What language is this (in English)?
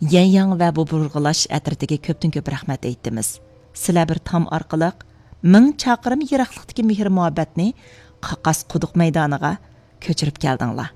Uyghur